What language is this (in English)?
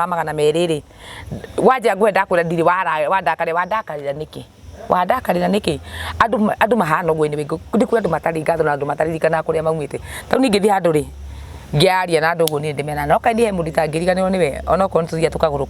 Kikuyu